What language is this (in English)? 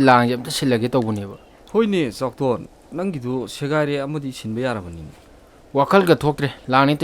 Manipuri